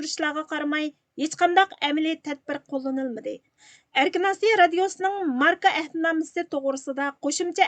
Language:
Uyghur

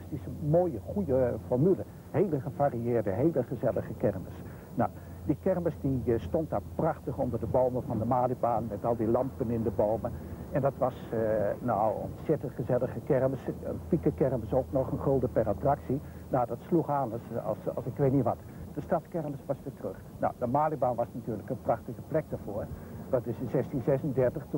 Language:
Dutch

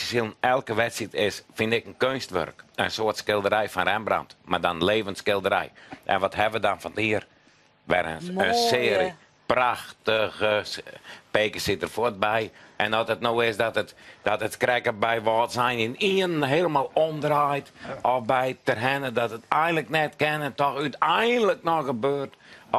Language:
Western Frisian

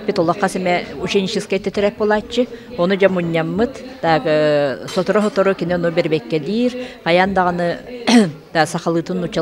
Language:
Yakut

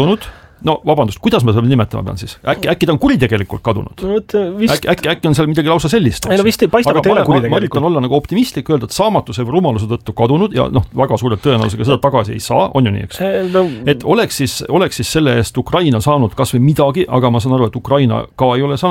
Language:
Estonian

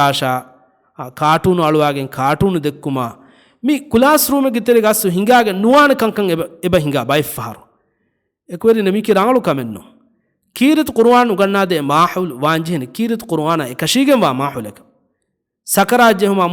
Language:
Divehi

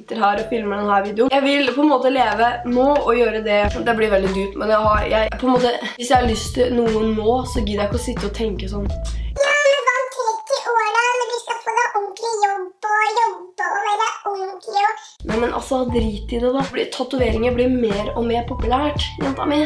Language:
Norwegian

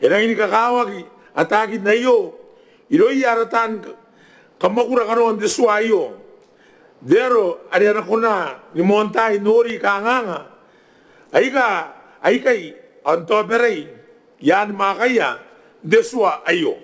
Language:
Gilbertese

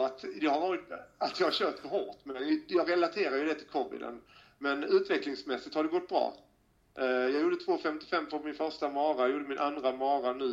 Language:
Swedish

